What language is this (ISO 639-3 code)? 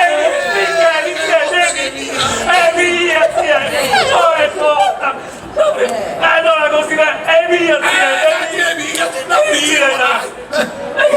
srd